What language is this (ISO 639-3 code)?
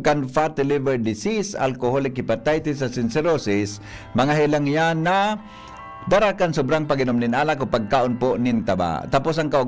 bik